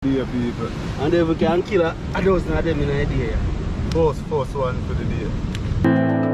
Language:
Jamaican Creole English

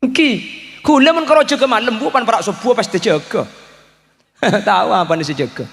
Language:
Madurese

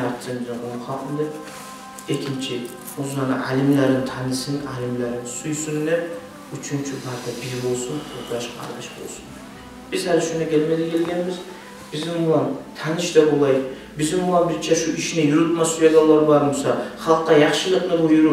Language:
Kumyk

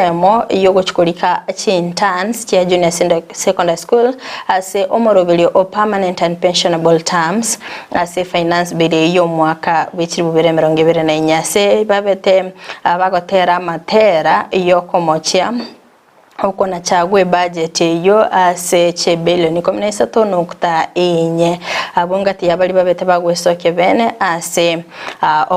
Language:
Gusii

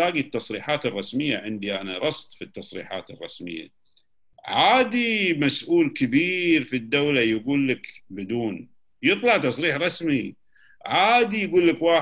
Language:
Gulf Arabic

